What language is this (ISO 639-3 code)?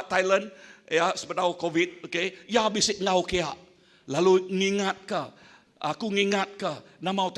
iba